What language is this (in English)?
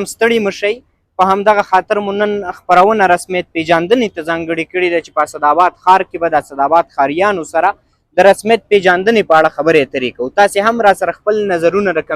Pashto